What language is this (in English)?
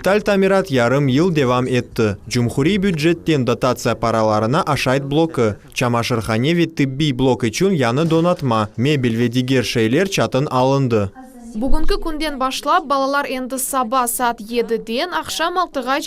Crimean Tatar